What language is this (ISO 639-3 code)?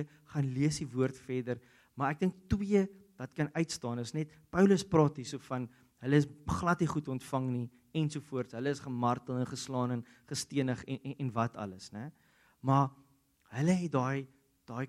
afr